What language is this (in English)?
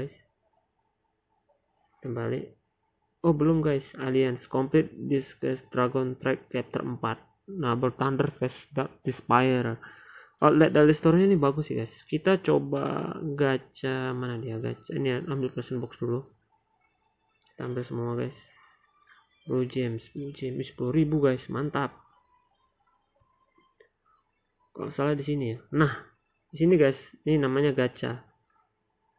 Indonesian